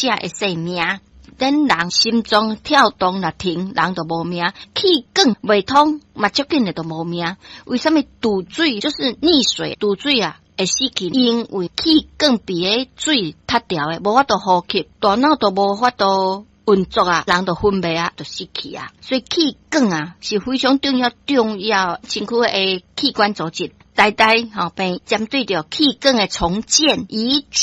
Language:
Min Nan Chinese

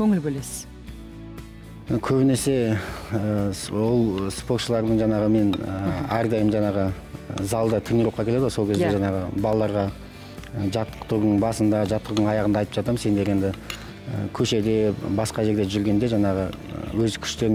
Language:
Kazakh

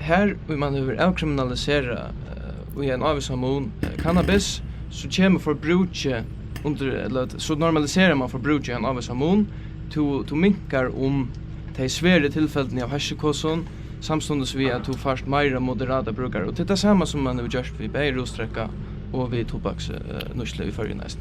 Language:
Faroese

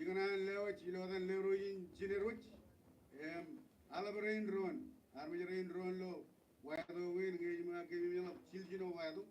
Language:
Marshallese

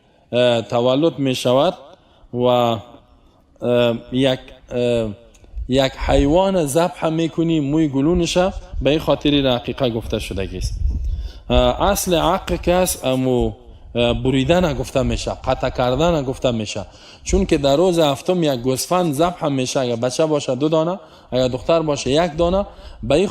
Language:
Tajik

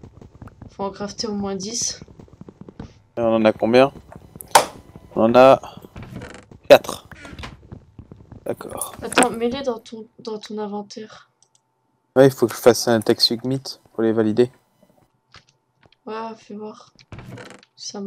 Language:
French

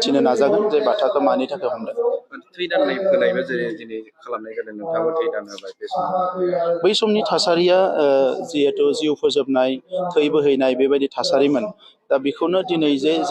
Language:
Bodo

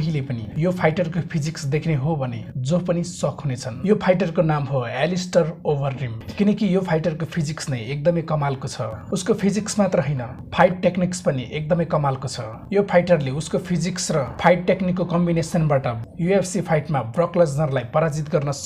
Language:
Nepali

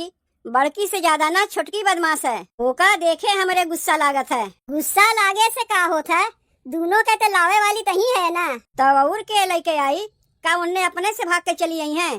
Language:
Awadhi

